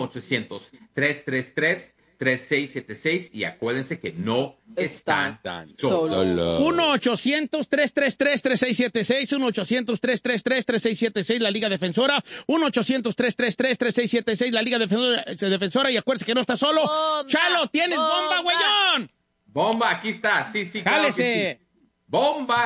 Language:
Spanish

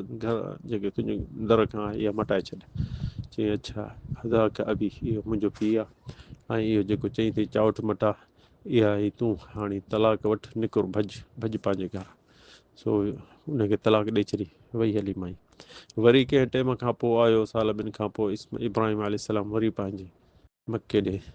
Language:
Sindhi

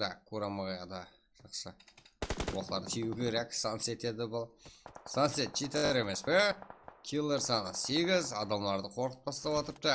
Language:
Kara-Kalpak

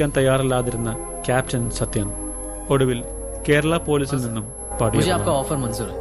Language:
Malayalam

